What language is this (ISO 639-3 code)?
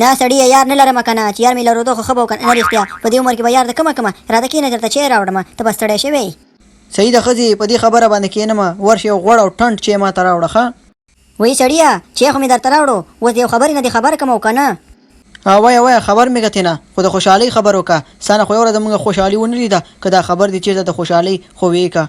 pus